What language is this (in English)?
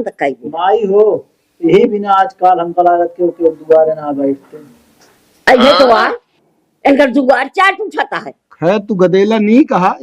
Awadhi